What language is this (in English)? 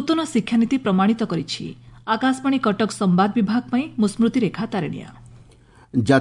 Odia